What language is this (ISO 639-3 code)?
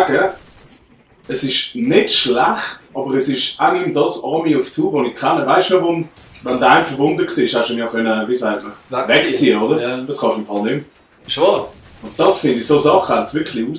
gsw